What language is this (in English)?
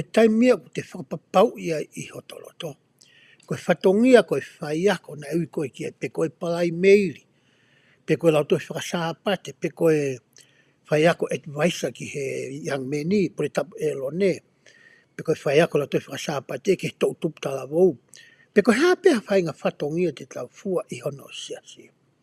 Tongan